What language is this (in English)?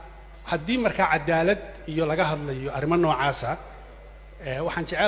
Somali